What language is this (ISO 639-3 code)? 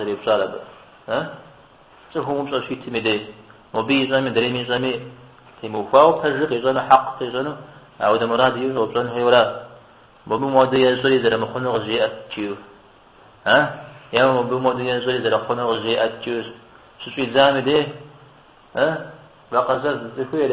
kbd